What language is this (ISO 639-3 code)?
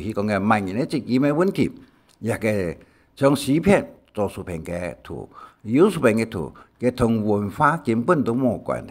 hak